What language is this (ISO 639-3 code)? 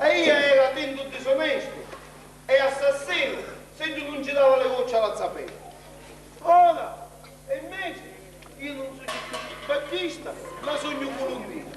scn